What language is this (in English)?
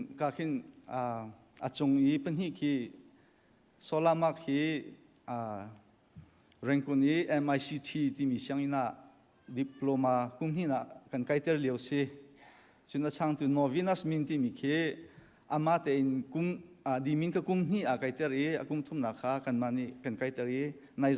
Hakha Chin